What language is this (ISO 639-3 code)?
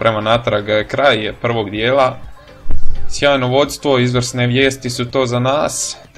hrv